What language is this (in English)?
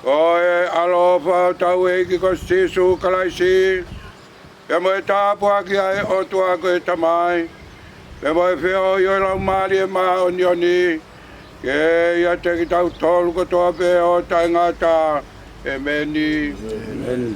Tongan